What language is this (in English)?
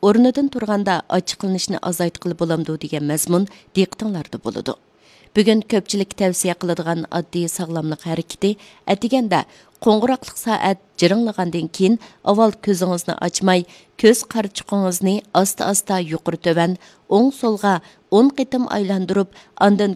Uyghur